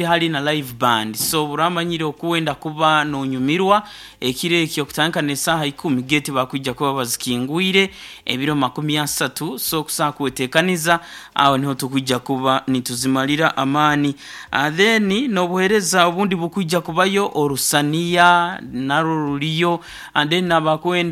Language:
Nyankole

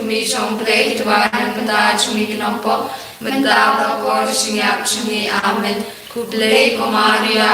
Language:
Khasi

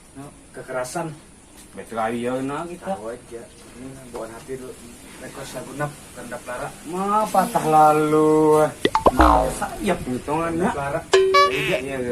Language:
Banjar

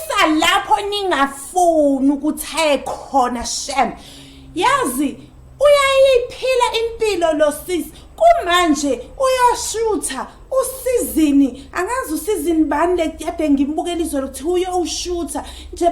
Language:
Zulu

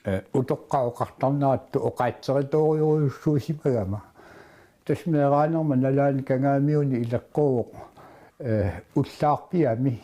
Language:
Kalaallisut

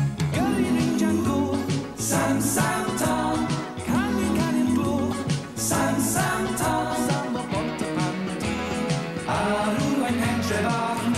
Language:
Welsh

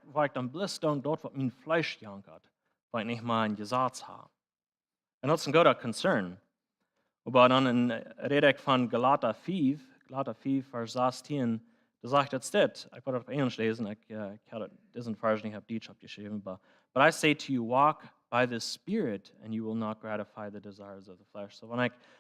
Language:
Plautdietsch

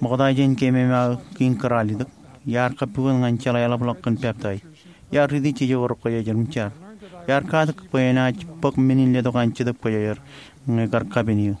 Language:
Marshallese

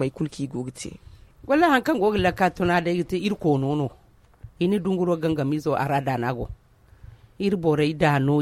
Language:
Zarma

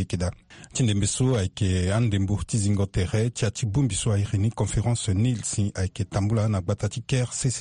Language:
Sango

